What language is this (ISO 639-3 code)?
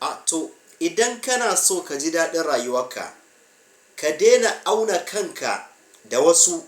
hau